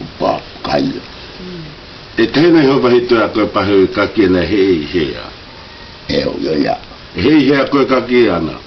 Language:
South Marquesan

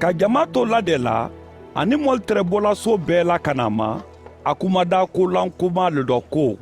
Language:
Mandingo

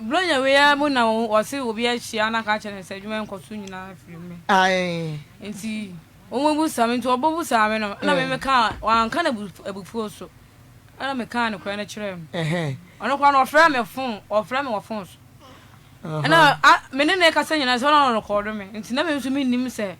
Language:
Akan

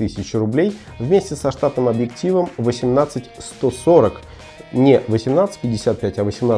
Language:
Russian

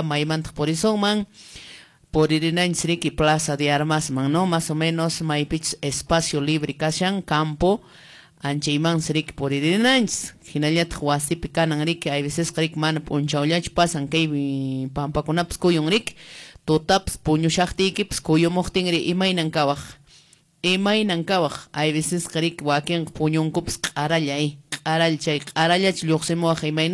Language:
Quechua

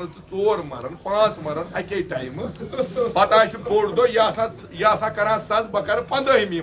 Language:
Kashmiri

